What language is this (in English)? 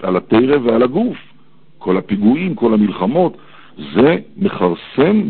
Hebrew